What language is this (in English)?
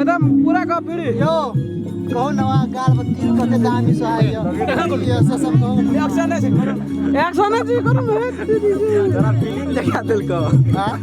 Maithili